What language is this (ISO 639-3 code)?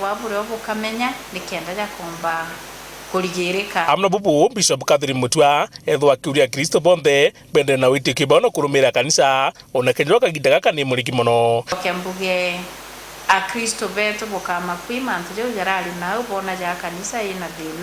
mer